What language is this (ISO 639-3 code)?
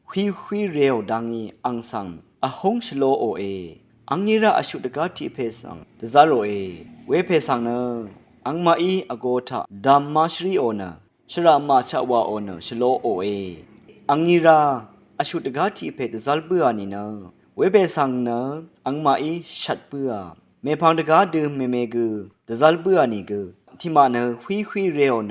raw